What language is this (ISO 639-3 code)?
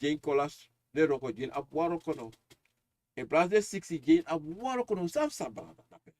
srn